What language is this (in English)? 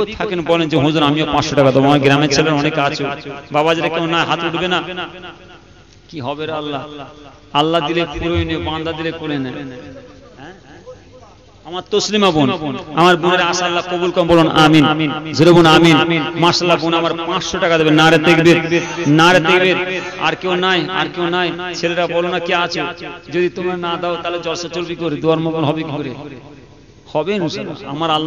Bangla